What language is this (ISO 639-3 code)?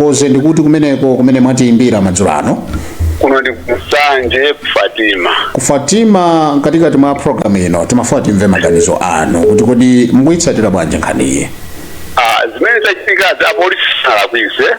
nya